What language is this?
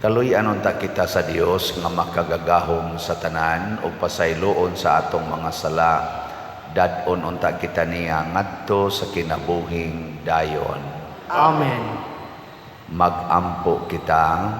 Cebuano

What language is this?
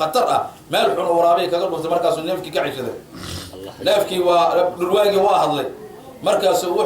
Somali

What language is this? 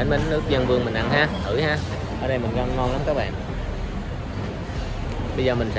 Vietnamese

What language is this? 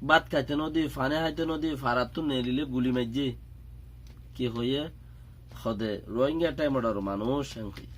Rohingya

